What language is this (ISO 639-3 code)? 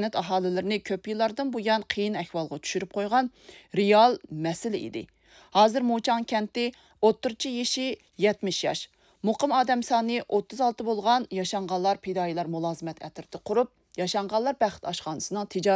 uig